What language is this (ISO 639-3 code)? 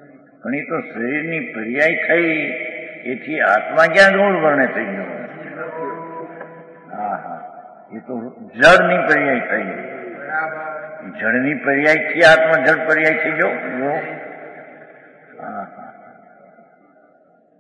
guj